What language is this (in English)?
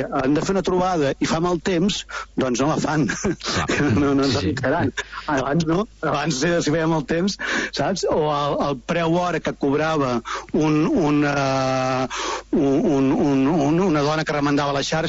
Catalan